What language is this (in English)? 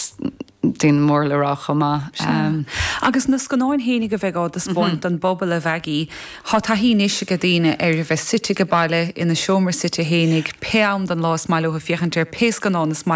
Irish